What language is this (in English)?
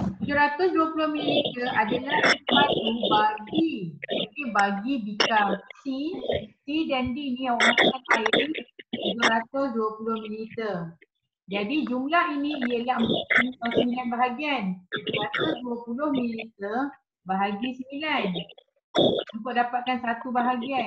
Malay